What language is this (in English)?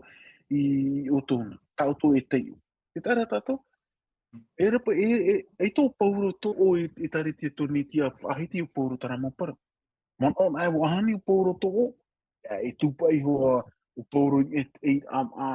Tahitian